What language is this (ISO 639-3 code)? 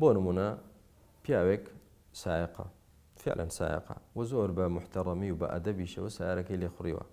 ckb